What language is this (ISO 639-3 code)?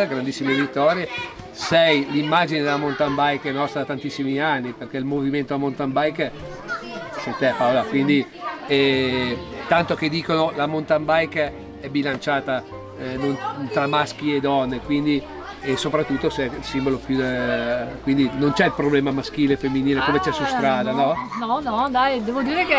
ita